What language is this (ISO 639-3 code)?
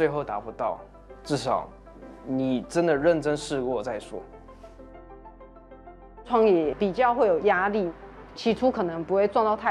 zho